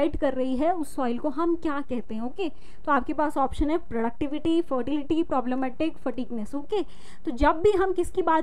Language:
Hindi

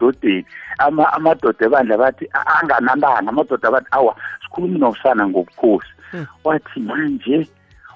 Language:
South Ndebele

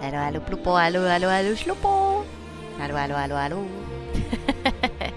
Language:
Swiss German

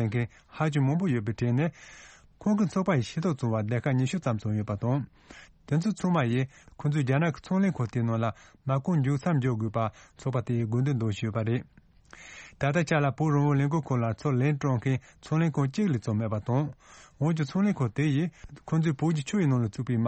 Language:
Tibetan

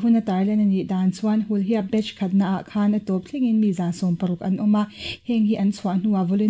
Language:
Mizo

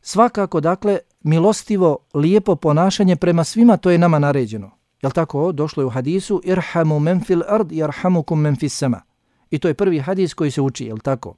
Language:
Bosnian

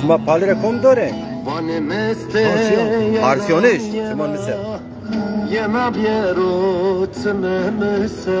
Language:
Zaza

